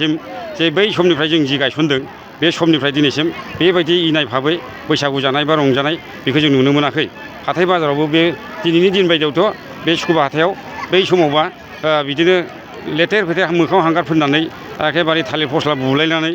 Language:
Bodo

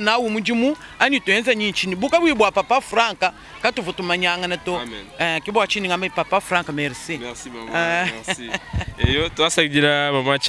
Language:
Luba-Lulua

